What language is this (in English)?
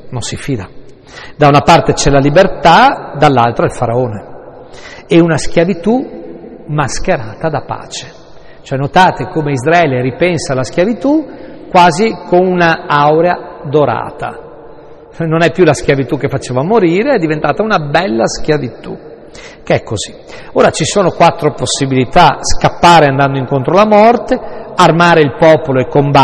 Italian